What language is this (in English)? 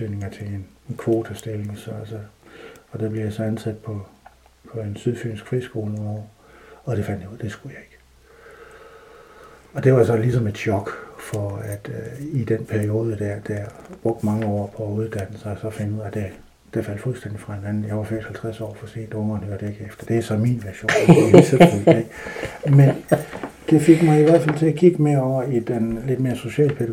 Danish